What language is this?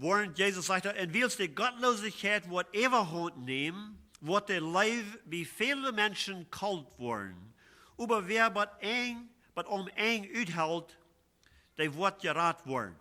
Plautdietsch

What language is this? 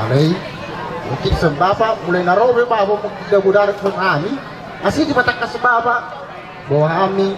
Batak Toba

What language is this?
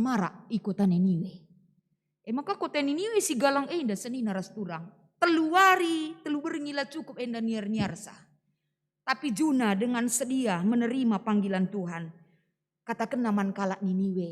Batak Karo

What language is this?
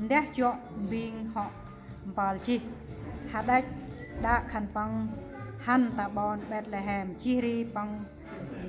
Central Mnong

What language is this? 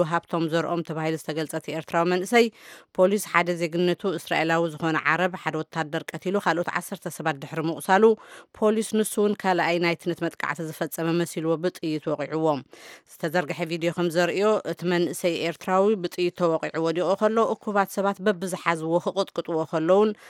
Tigrinya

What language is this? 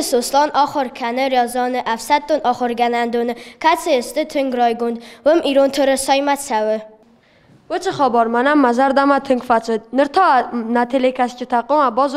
Ossetic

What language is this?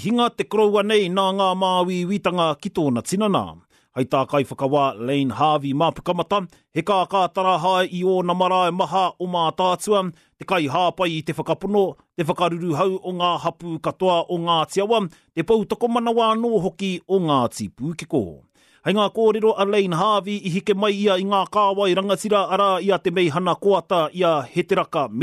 Māori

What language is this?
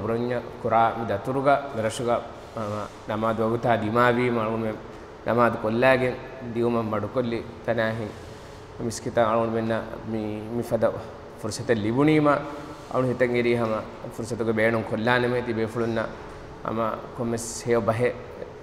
Divehi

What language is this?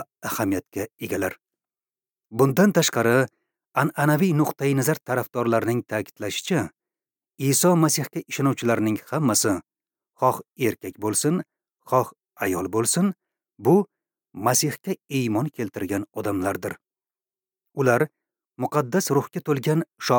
Uzbek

